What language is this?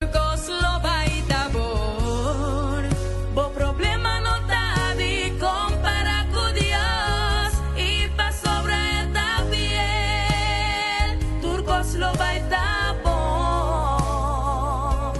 Papiamento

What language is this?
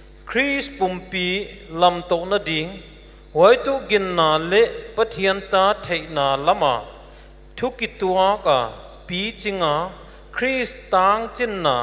Paite Chin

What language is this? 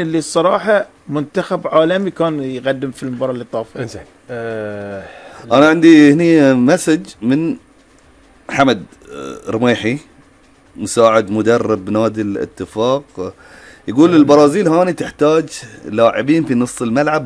Gulf Arabic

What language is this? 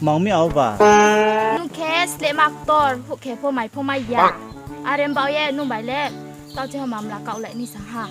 Riang (India)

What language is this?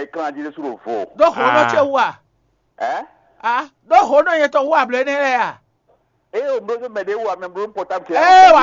Fon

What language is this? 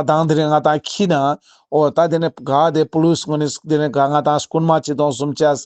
Ladakhi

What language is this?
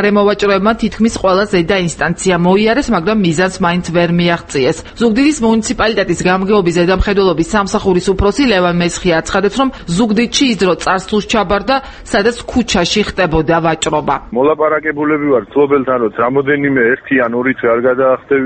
Georgian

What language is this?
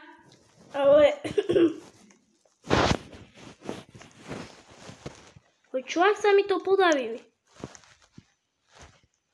Slovak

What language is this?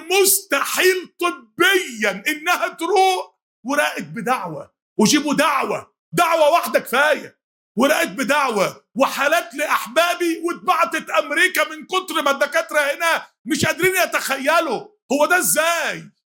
Egyptian Arabic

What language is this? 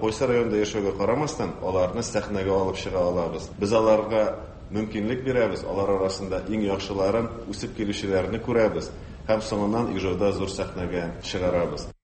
Tatar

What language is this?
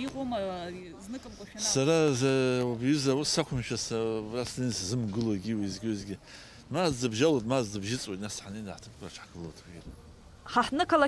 Abkhazian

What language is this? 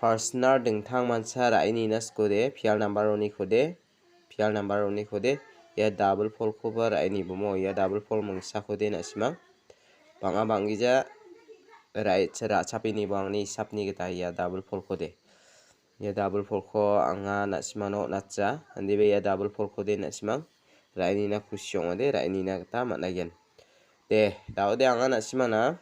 Garo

